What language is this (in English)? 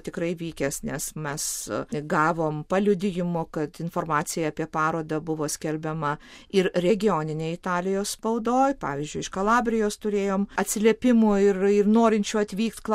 Lithuanian